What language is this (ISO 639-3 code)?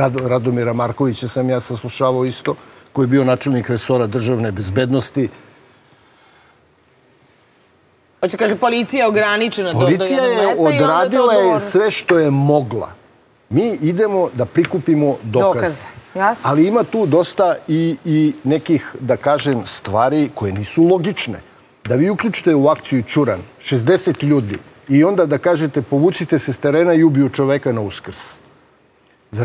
srp